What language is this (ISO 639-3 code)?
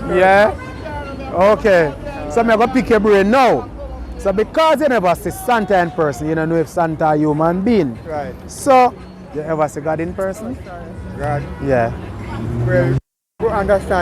jam